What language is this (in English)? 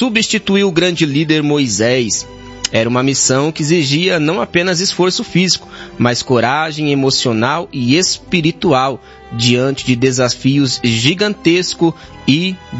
Portuguese